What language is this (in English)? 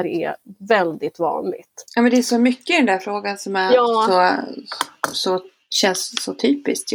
Swedish